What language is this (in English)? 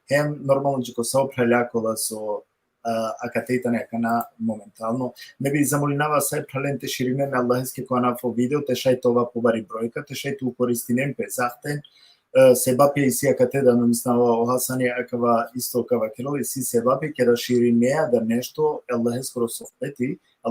Balkan Romani